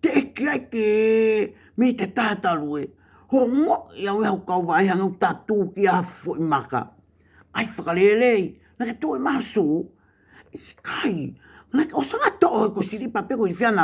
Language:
Tongan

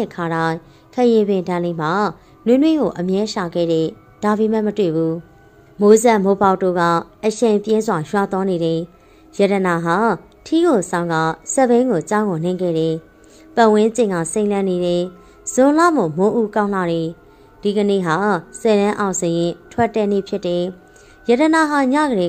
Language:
Burmese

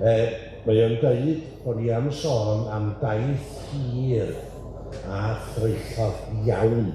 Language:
Welsh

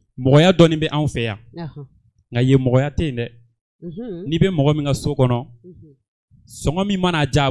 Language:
Bambara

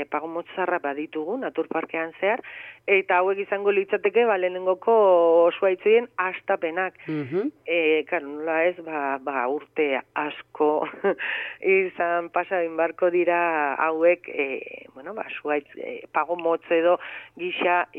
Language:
Basque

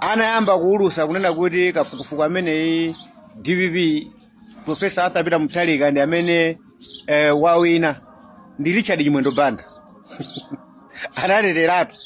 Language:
Nyanja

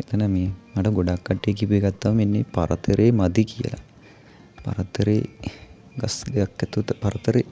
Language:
Sinhala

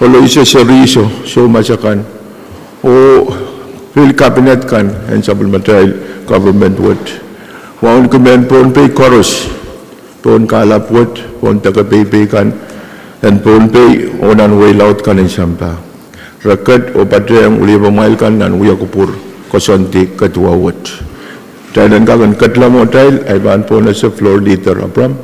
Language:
Pohnpeian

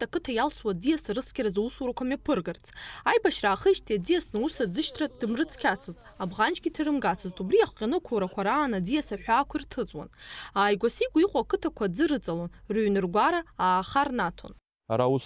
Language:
Abkhazian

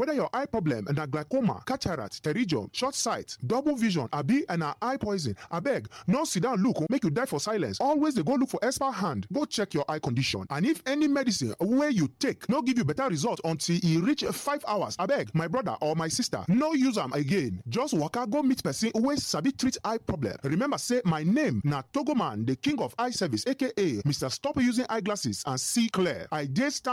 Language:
Nigerian Pidgin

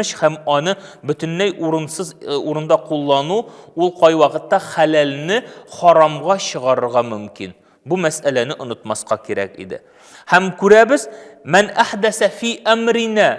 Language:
Tatar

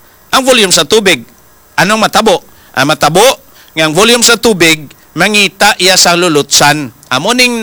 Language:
Hiligaynon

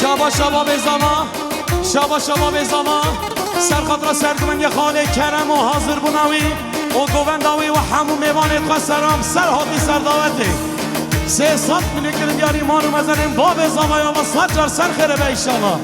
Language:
Kurdish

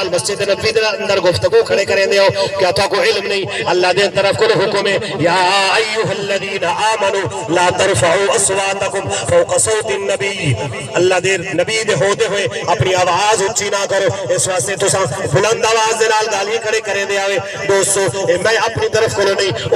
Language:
Saraiki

